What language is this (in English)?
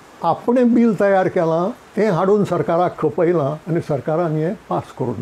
Konkani